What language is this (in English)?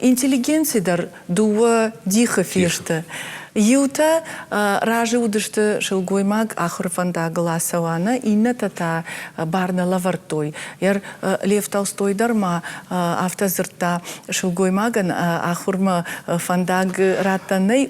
Ossetic